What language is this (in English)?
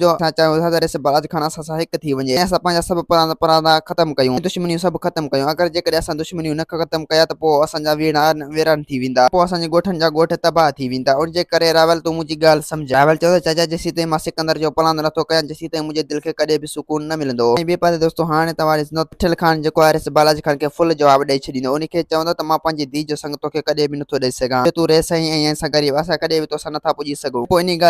Sindhi